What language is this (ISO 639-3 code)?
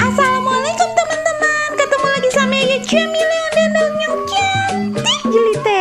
bew